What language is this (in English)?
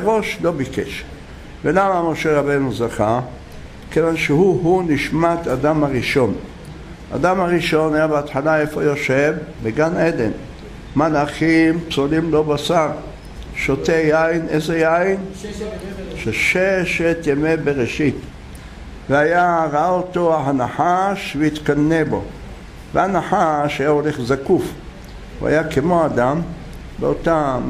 Hebrew